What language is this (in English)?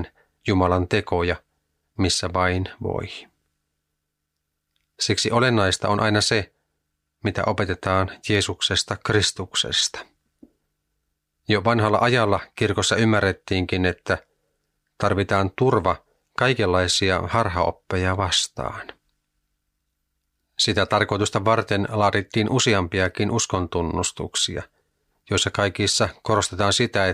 Finnish